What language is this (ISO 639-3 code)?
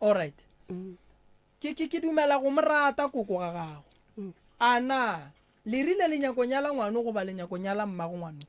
nso